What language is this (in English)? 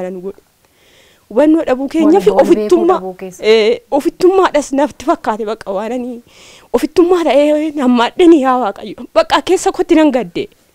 Oromo